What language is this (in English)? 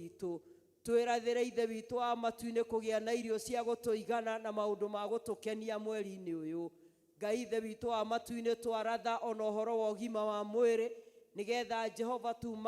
Kikuyu